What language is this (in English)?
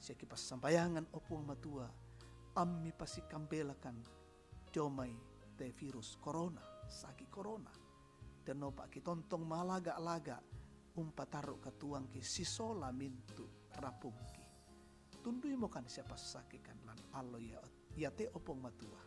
Toraja-Sa'dan